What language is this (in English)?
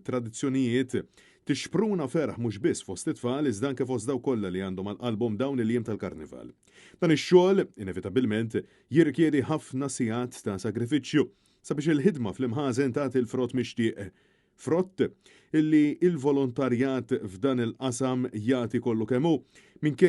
Maltese